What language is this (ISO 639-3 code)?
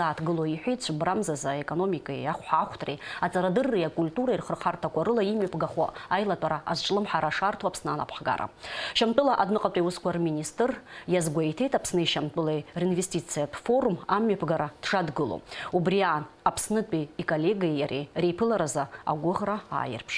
abk